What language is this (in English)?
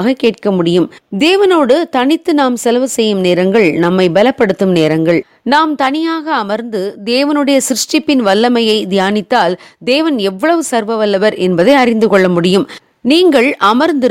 Tamil